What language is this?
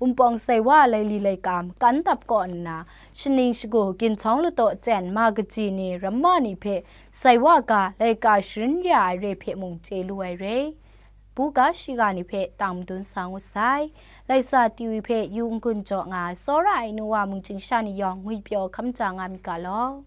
Kachin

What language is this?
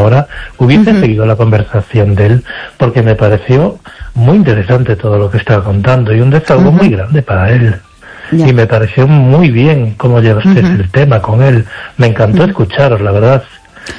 Spanish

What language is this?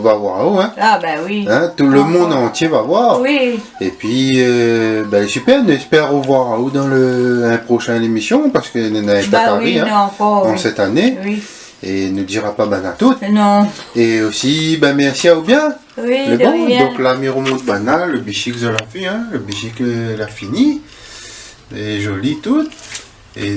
Réunion Creole French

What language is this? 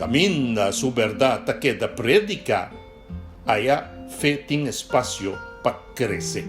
Papiamento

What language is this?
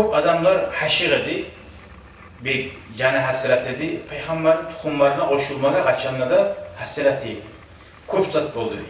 Kumyk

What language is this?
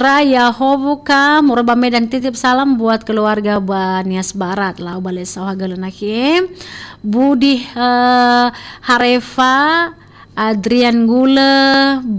Nias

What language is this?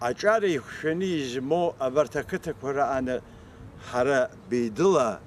Abkhazian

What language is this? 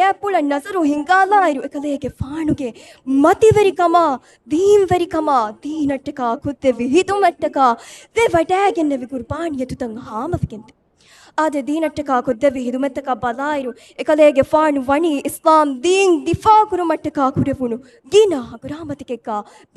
Divehi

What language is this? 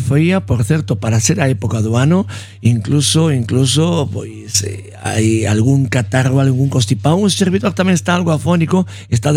Galician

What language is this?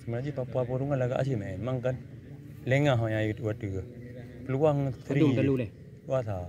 Achinese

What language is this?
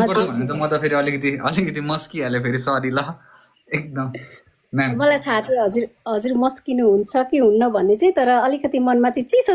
Nepali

